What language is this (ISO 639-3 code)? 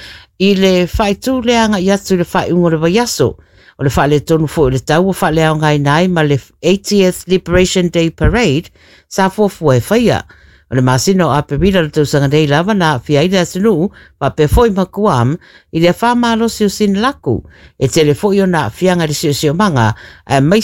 smo